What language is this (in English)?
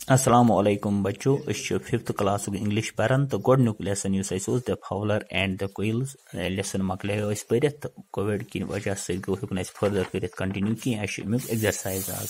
Kashmiri